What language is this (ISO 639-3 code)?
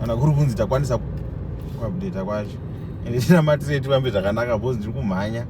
sna